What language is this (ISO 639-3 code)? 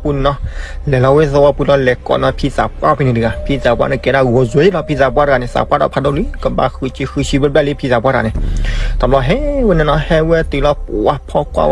ksw